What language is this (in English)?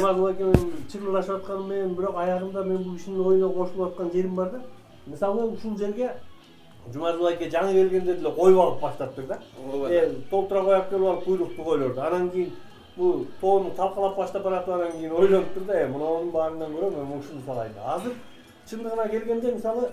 Kyrgyz